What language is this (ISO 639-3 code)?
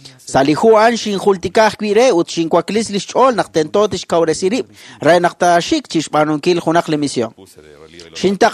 kek